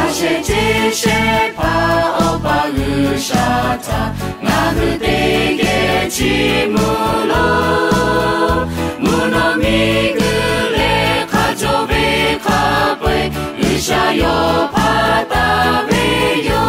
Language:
Lahu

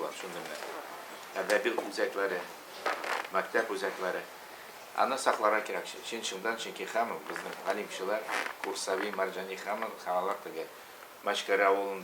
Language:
Tatar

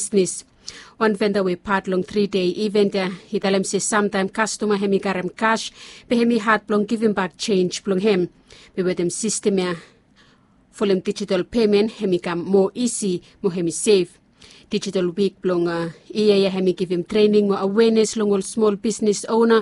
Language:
Bislama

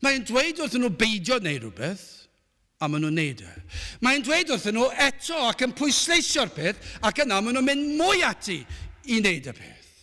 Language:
Welsh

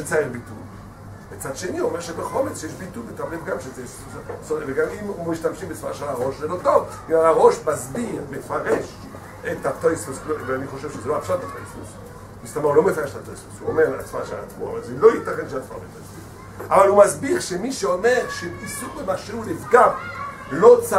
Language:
Hebrew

